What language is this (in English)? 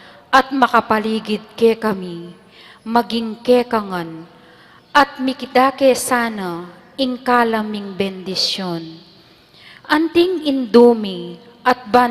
Pampanga